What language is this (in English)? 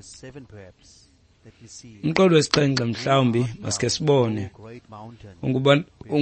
Xhosa